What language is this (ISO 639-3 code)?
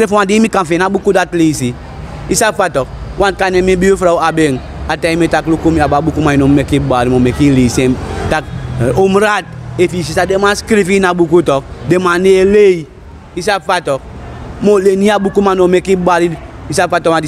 srn